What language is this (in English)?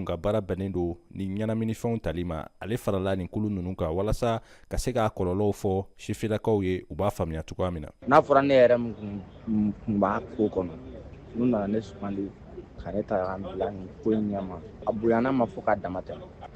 Bambara